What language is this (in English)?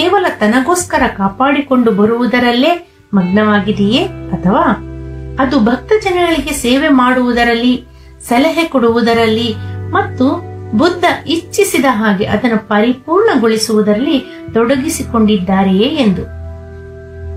Kannada